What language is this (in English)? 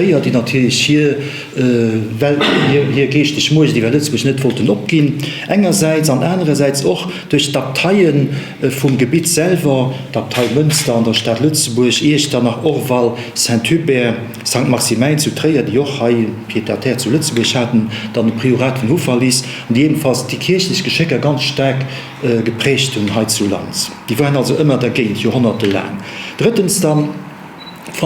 Luxembourgish